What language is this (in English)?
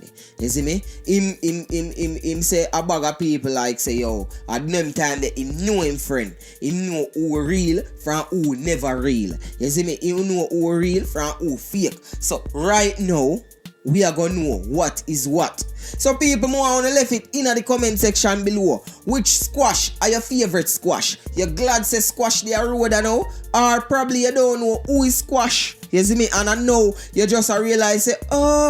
Jamaican Creole English